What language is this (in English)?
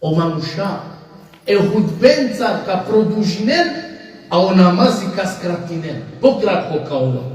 Balkan Romani